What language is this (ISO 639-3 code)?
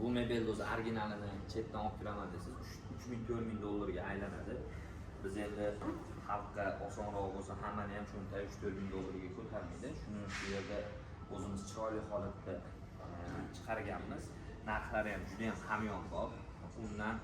uzb